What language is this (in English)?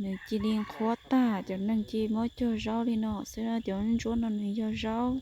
Hmong